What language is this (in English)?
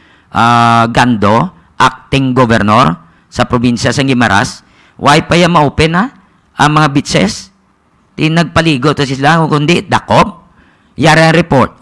Hiligaynon